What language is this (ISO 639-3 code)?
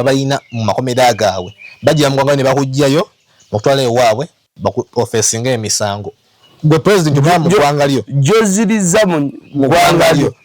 lug